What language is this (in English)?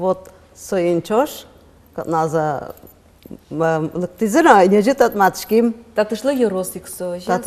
Udmurt